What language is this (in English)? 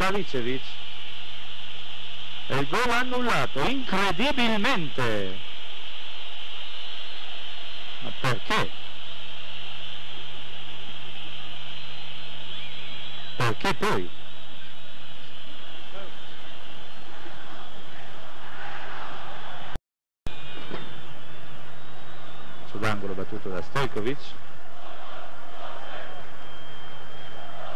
Italian